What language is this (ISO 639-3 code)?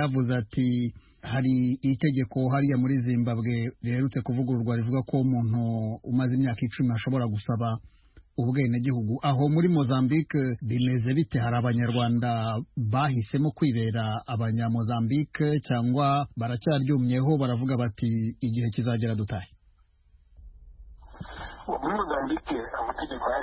kin